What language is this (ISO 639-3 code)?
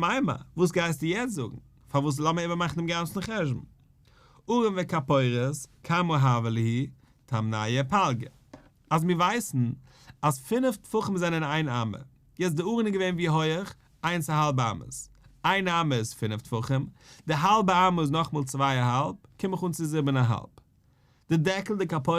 yid